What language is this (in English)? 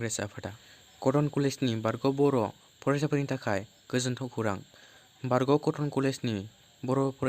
Bodo